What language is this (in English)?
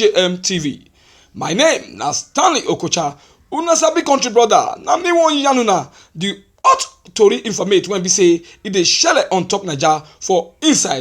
Nigerian Pidgin